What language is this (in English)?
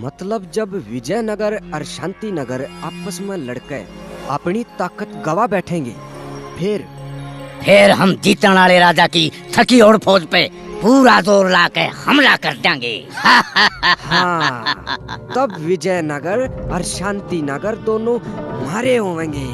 Haryanvi